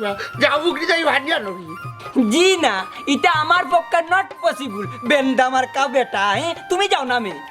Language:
Sylheti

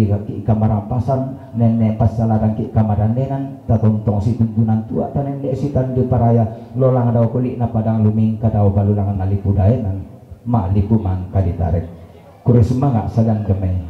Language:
Toraja-Sa'dan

